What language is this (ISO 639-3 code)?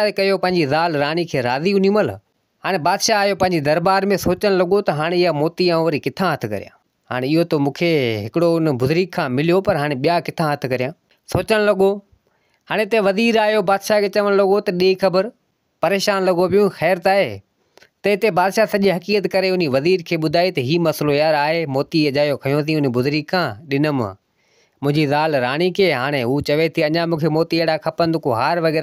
snd